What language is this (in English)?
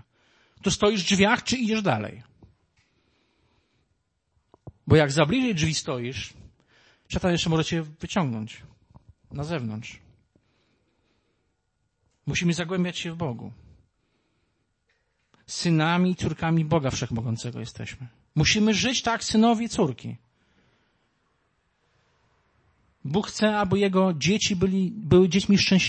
Polish